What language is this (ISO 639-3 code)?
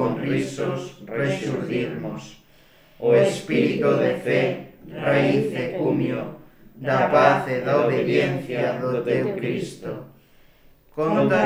glg